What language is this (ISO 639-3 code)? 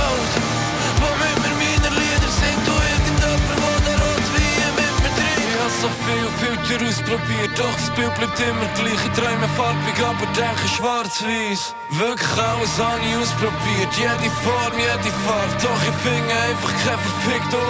gsw